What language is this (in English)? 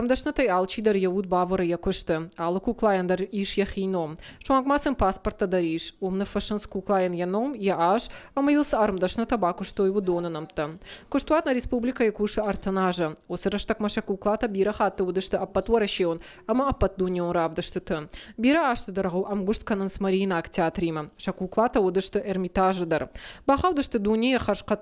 Ossetic